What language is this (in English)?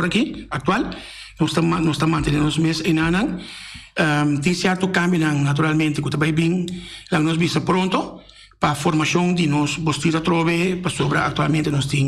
Papiamento